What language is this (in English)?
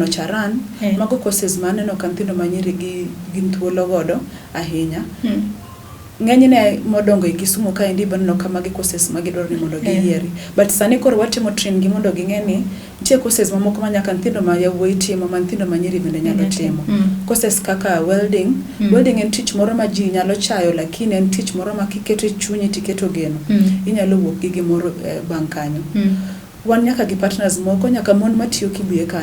Luo (Kenya and Tanzania)